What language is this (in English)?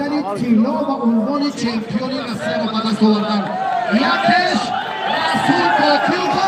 Tajik